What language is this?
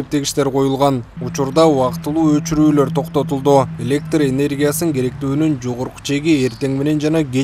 Kyrgyz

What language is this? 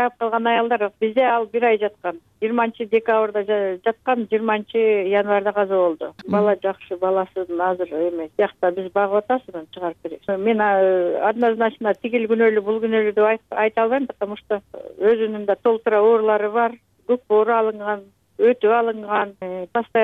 Kyrgyz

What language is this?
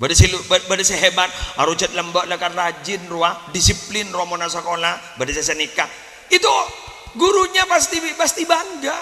Madurese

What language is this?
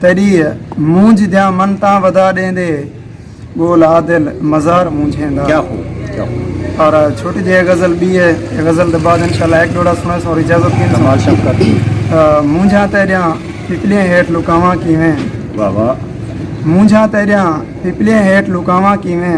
Saraiki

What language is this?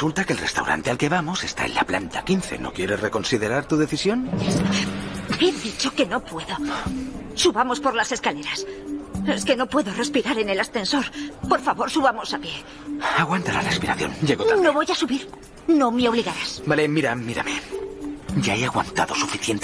Spanish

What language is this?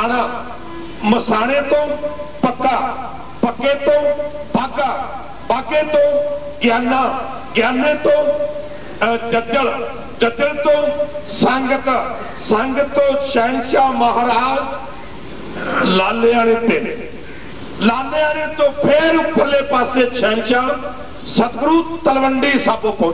Punjabi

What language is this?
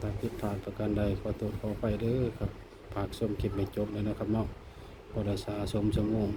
Northeastern Thai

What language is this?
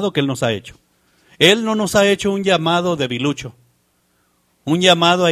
Spanish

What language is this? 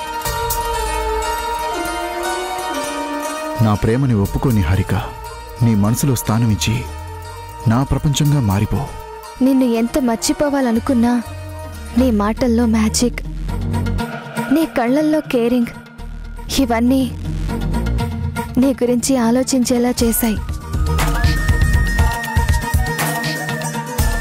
Telugu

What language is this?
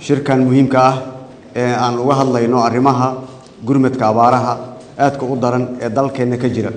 Somali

